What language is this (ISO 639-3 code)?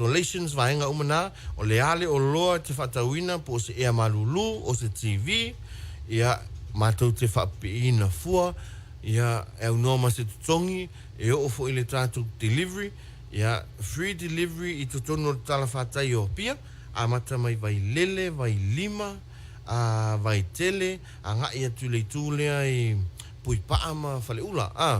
smo